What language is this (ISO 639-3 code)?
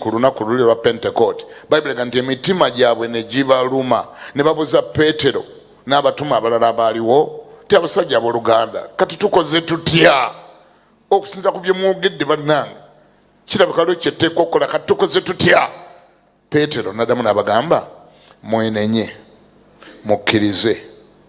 lug